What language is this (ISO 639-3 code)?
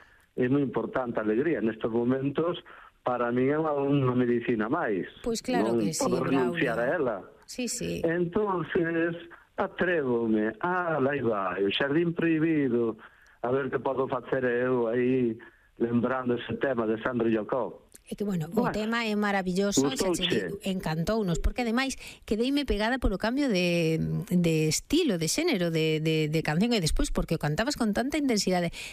glg